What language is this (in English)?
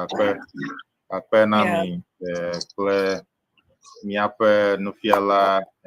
Ewe